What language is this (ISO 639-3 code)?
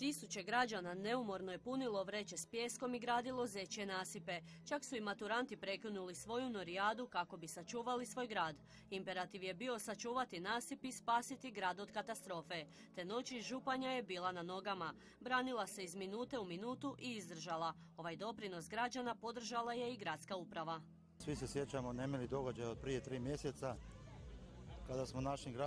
hrv